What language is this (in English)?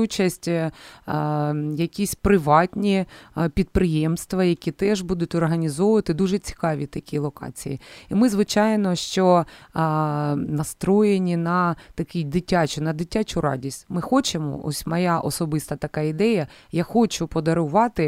Ukrainian